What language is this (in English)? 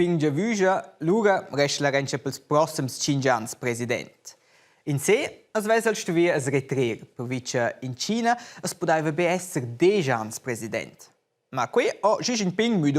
Romansh